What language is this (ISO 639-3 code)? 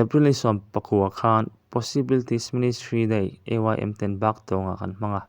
lus